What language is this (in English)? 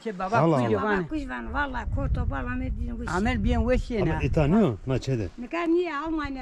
Zaza